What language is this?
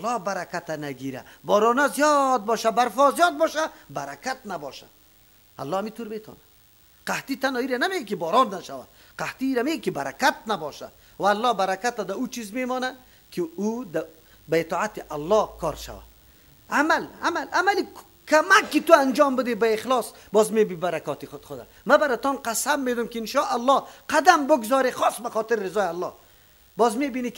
Persian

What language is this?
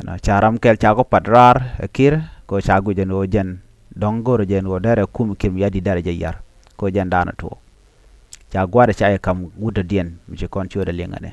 Nuer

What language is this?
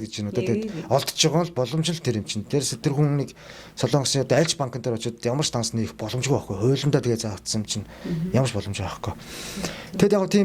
Mongolian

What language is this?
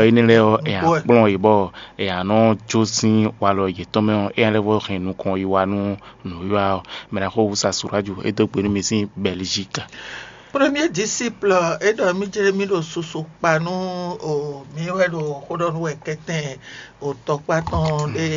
Fon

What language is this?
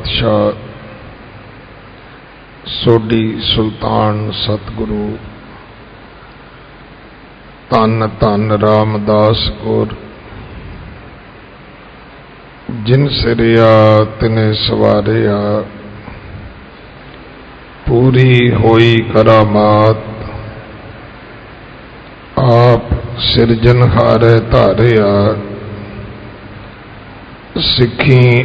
Punjabi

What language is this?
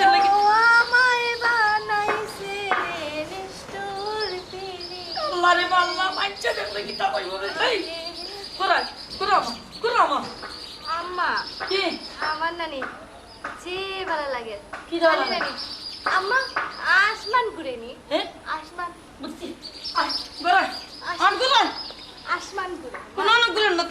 Sylheti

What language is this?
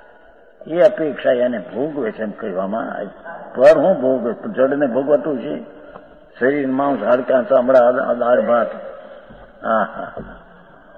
Gujarati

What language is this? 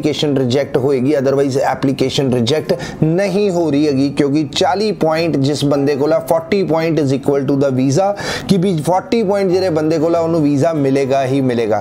Punjabi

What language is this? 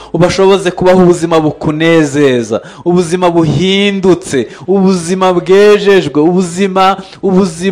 Kinyarwanda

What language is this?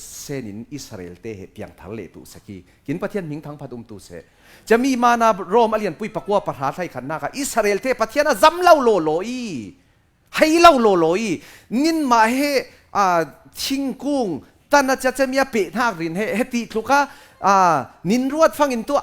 Falam Chin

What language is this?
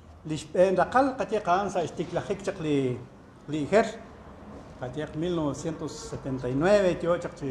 Kekchí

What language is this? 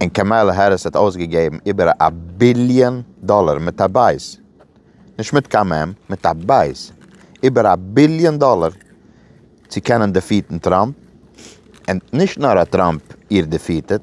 Yiddish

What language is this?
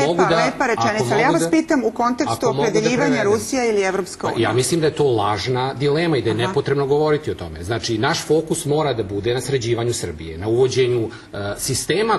Serbian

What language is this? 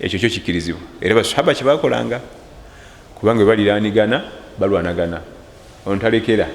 Ganda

